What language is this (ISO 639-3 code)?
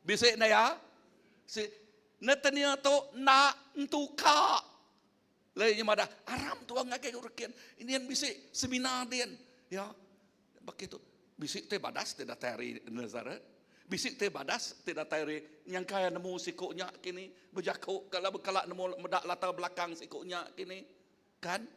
iba